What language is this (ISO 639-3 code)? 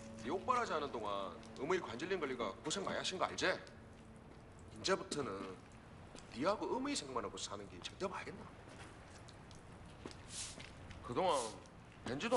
kor